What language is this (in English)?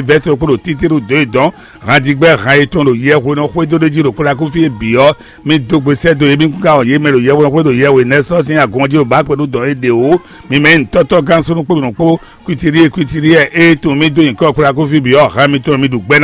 Fon